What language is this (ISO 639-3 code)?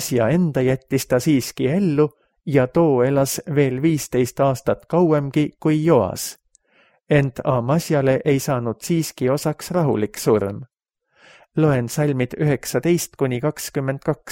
est